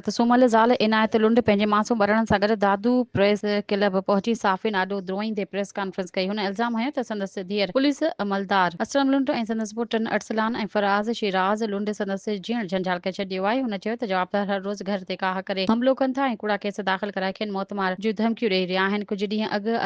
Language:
Sindhi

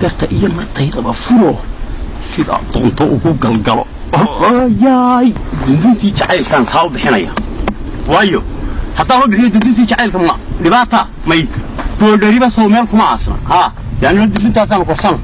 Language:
Somali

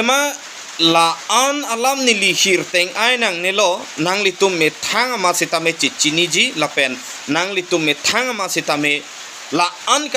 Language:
Karbi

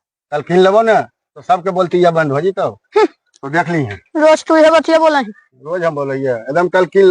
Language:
Magahi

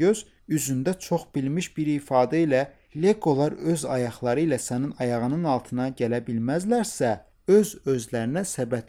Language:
Azerbaijani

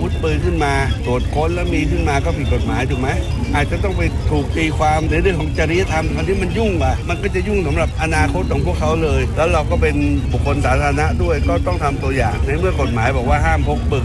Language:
Thai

